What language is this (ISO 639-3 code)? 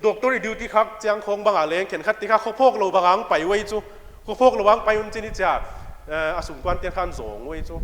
pck